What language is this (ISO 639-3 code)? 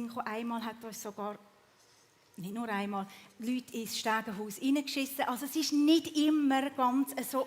gsw